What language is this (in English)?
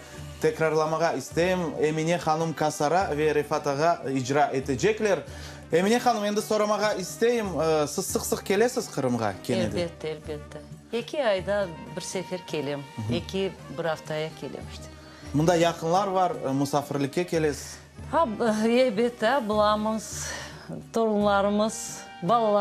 Crimean Tatar